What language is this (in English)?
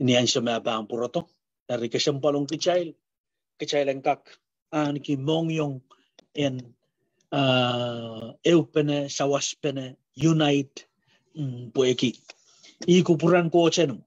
Pohnpeian